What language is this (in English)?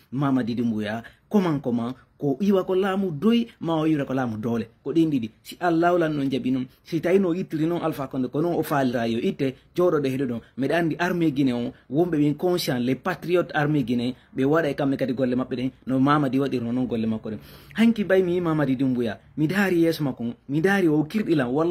Fula